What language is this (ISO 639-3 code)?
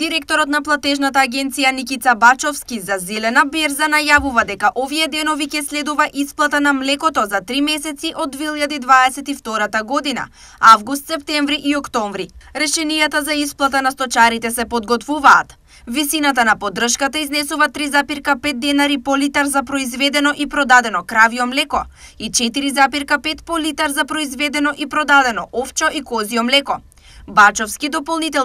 mkd